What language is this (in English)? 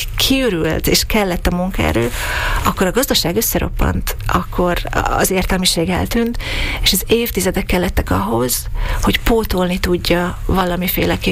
Hungarian